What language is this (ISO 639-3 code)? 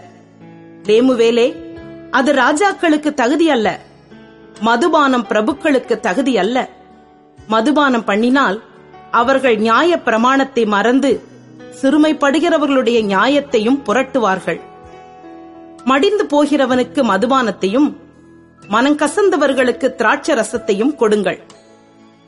tam